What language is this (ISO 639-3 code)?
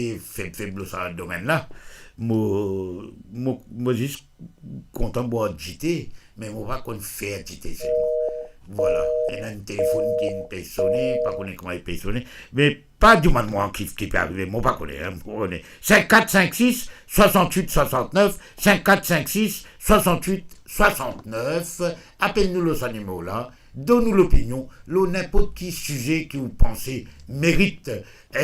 mfe